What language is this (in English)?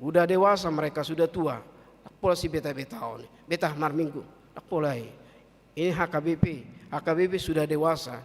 Batak Toba